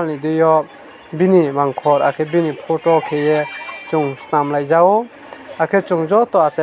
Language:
Riang (India)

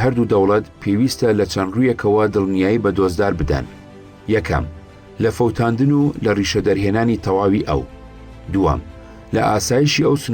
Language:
Central Kurdish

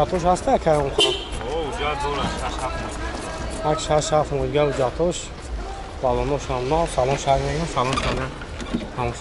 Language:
Tajik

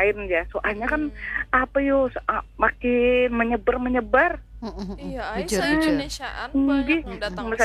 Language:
Banjar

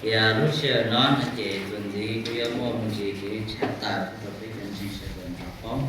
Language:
Hmong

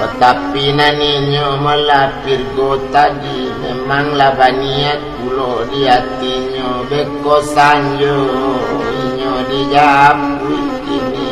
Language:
Minangkabau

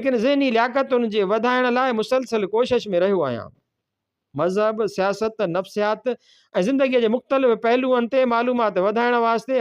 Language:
Sindhi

